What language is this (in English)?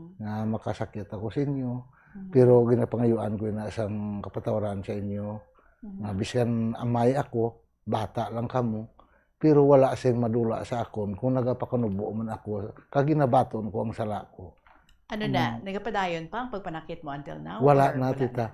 Hiligaynon